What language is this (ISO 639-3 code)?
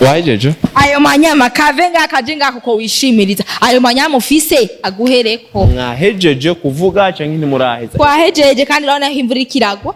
run